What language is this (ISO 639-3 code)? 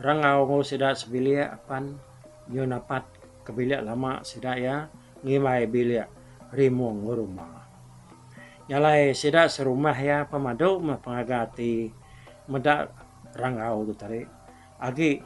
iba